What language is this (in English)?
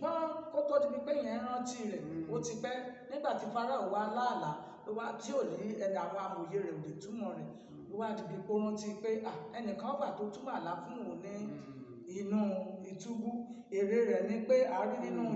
Yoruba